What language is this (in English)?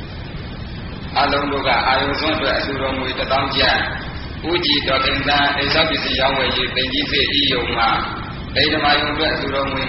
Burmese